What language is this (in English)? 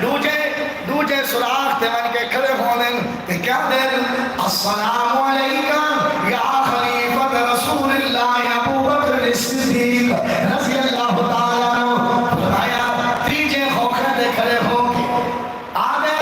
Saraiki